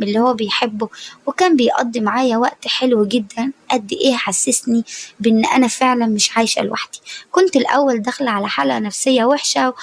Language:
Egyptian Arabic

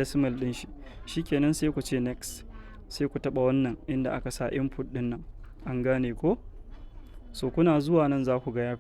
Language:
Hausa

